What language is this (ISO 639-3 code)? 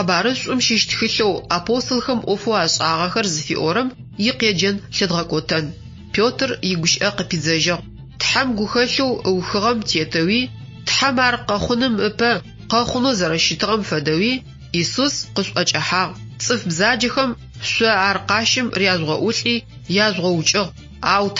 ady